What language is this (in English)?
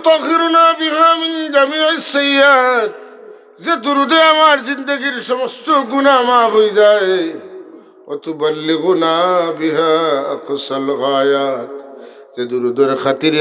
Sylheti